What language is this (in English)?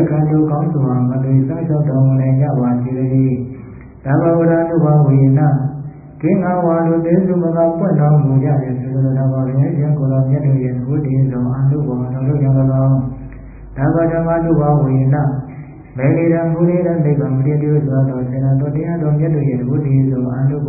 Burmese